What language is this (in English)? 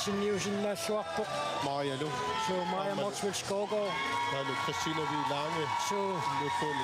Kalaallisut